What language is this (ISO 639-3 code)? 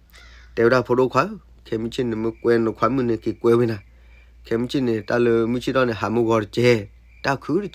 ksw